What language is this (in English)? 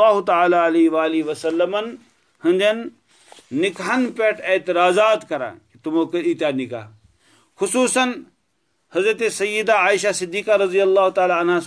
Kashmiri